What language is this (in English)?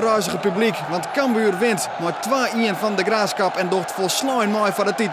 Western Frisian